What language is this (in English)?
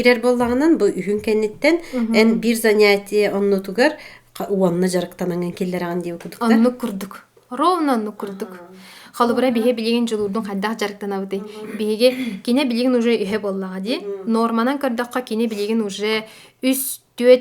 Yakut